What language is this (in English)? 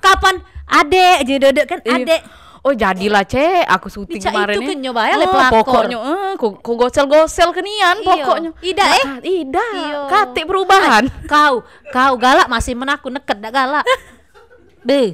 Musi